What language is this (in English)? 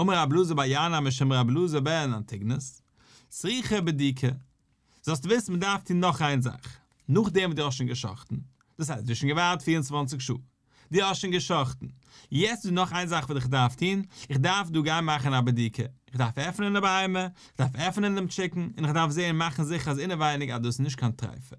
Yiddish